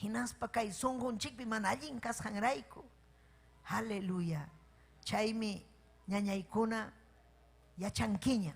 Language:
Ayacucho Quechua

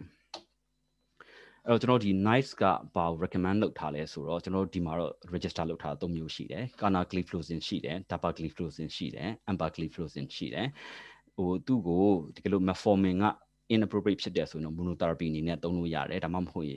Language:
Burmese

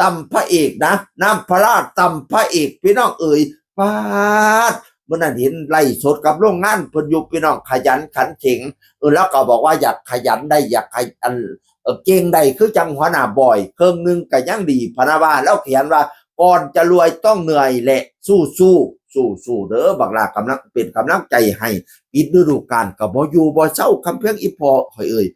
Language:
Northeastern Thai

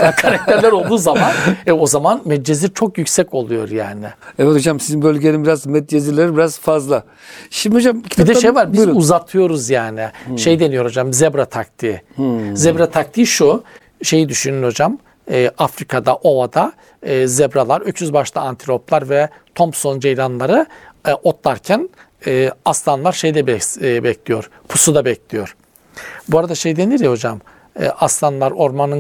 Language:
Turkish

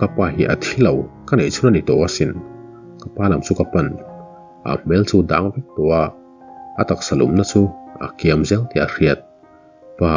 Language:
Mizo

